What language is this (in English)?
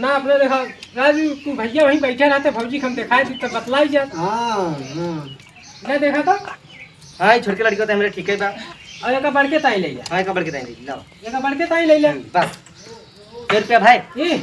Awadhi